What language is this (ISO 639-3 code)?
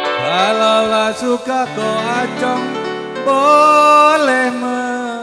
bew